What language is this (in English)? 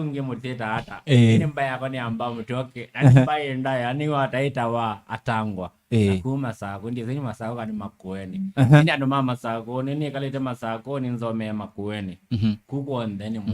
Kamba